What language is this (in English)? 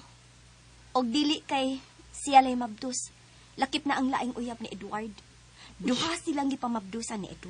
Cebuano